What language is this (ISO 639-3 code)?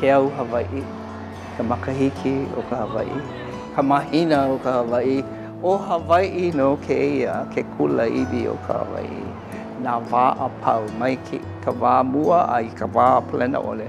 haw